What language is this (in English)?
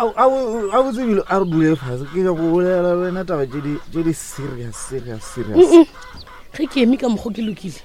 Northern Sotho